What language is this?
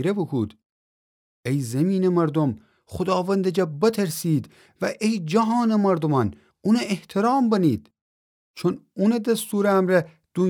Gilaki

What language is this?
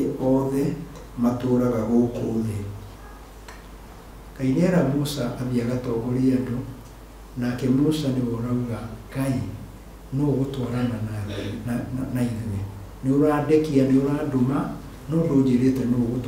Kikuyu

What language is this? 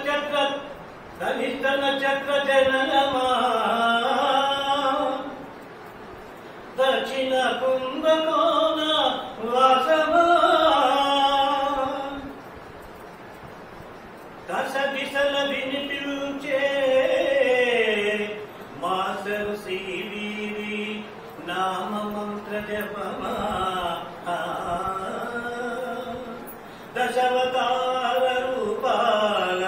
Telugu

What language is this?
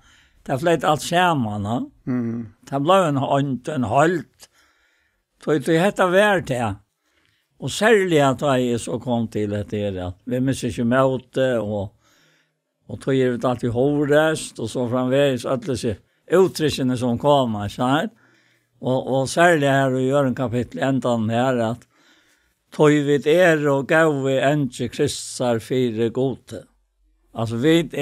Faroese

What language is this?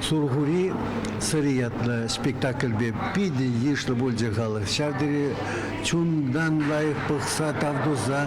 Chuvash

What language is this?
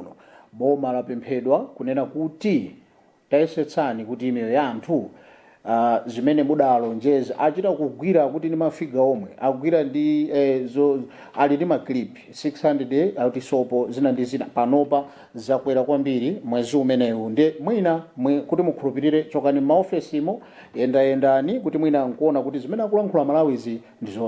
Nyanja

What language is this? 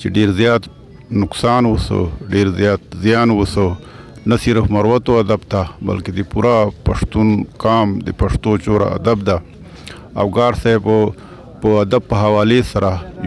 Pashto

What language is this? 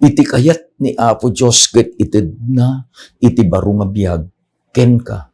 Iloko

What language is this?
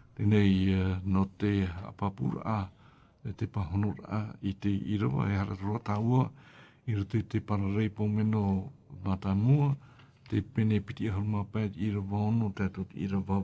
Tahitian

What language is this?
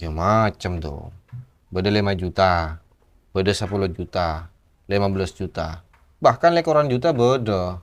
Madurese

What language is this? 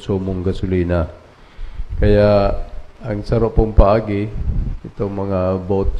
Bikol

